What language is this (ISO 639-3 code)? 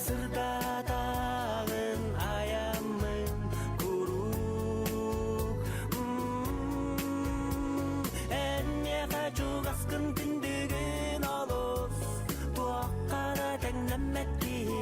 sah